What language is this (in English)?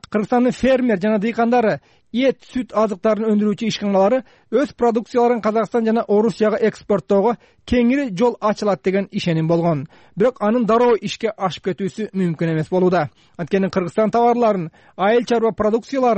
Kyrgyz